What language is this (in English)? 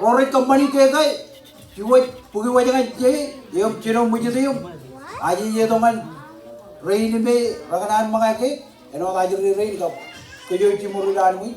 Marshallese